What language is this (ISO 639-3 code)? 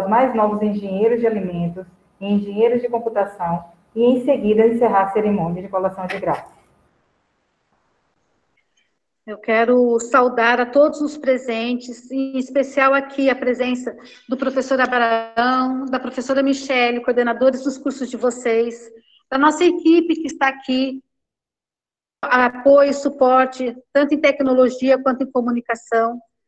por